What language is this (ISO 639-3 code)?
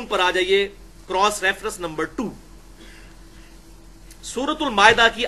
urd